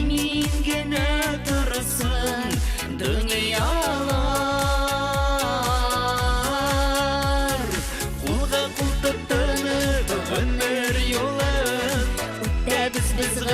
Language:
Bashkir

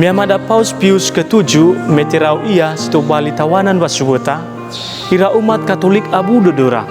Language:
Nias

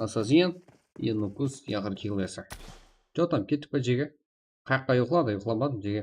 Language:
Kara-Kalpak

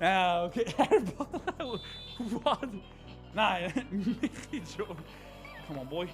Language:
Swiss German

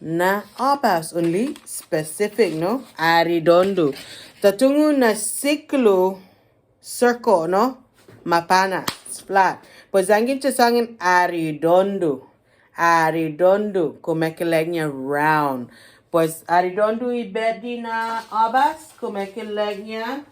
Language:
Chamorro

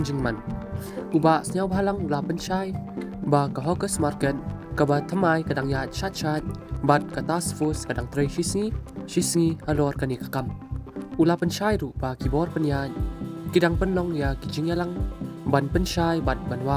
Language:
Khasi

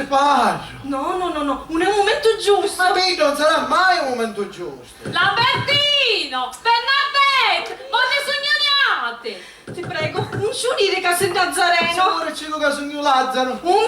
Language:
Sicilian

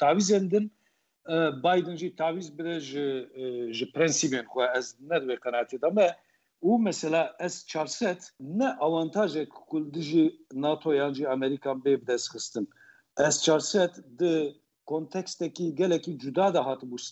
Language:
Kurdish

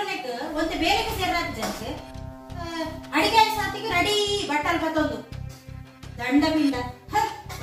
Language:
Tulu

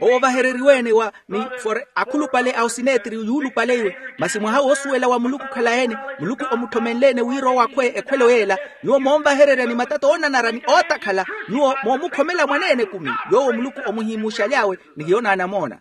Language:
Makhuwa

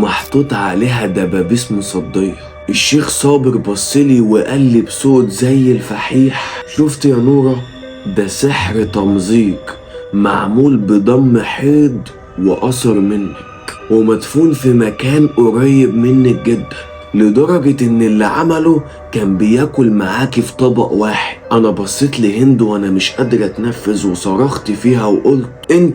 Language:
Egyptian Arabic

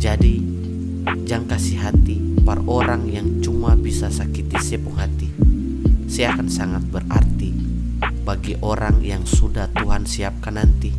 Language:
Ambonese Malay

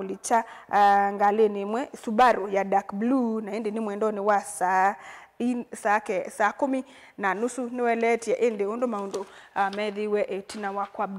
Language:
Kamba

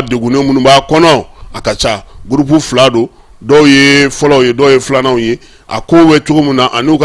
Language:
Bambara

